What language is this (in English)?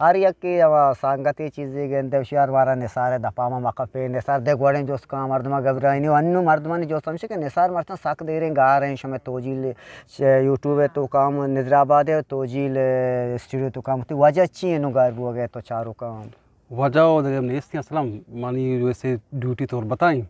Eastern Balochi